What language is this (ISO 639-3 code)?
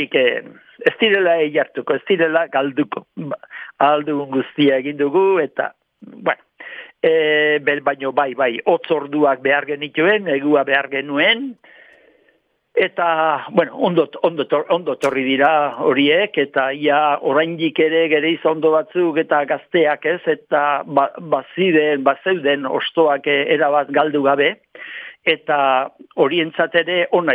eus